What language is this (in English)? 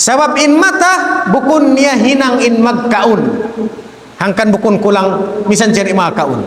Tausug